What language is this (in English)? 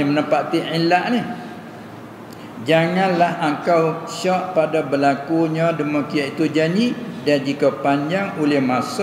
Malay